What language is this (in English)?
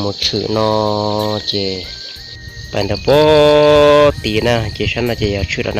Hmong